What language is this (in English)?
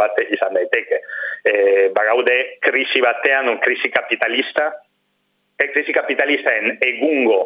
Basque